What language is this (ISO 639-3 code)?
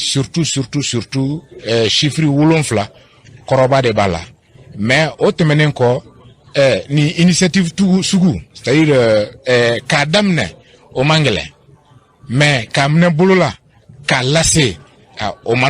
bam